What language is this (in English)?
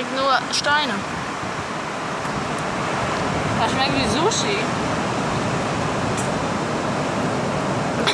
German